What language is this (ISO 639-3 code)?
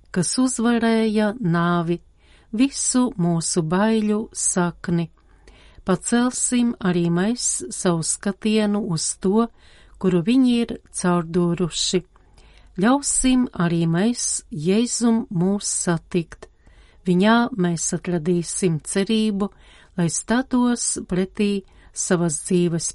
lav